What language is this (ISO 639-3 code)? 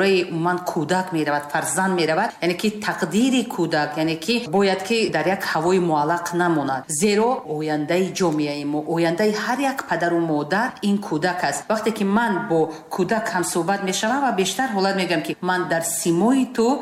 tgk